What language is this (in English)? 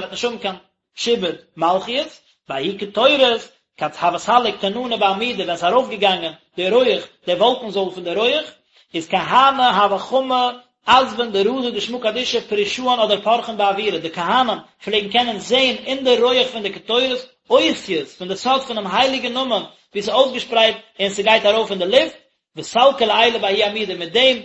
Yiddish